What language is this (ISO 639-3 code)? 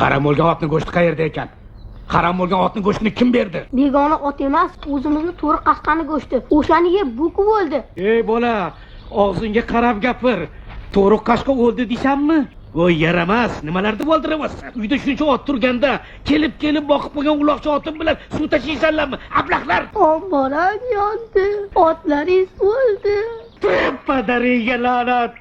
uzb